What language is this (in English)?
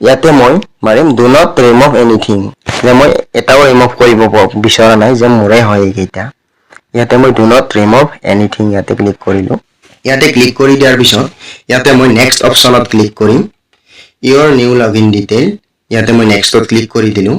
Assamese